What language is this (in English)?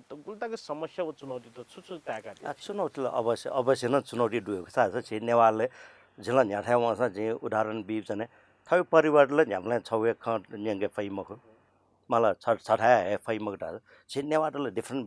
Newari